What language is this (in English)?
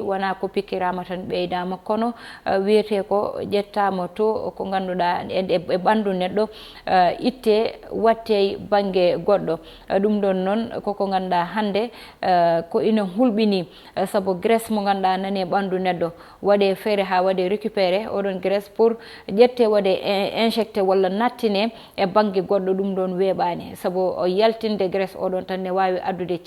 Fula